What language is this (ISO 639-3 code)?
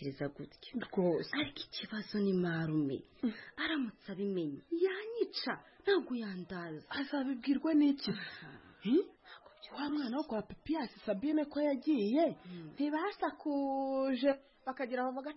kin